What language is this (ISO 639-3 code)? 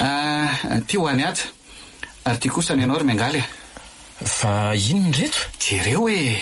mlg